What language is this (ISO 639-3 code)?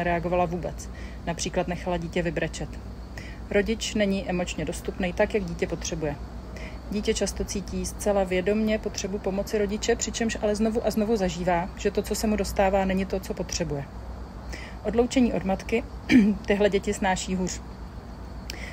ces